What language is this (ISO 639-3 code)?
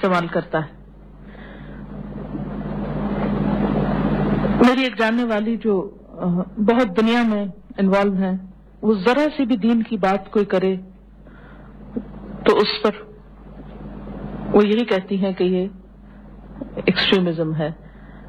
urd